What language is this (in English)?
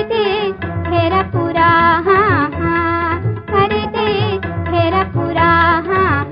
Marathi